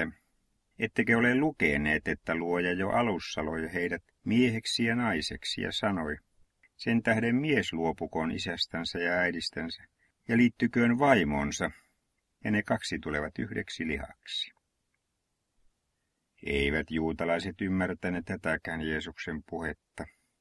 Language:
Finnish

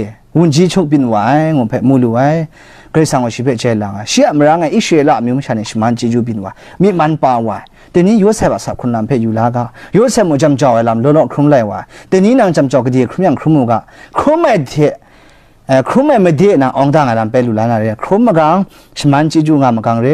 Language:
Kachin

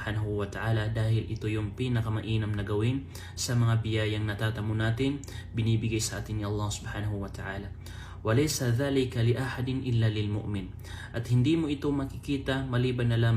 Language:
Maranao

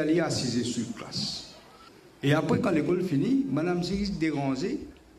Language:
Morisyen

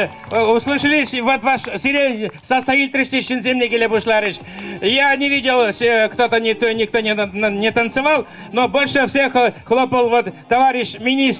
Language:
Chuvash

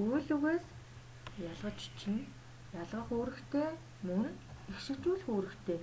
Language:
Mongolian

